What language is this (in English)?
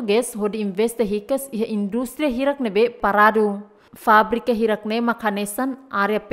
Tetum